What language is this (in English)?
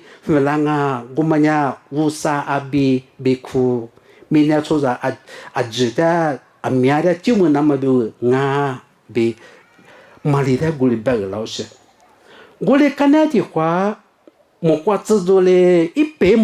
Lisu